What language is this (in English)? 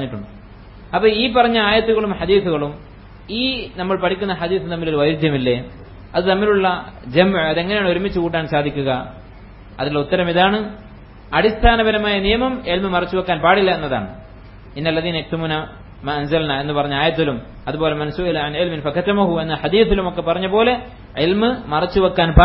Malayalam